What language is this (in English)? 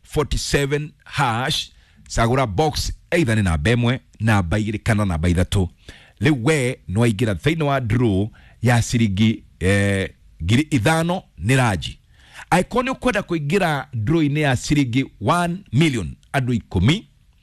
Kikuyu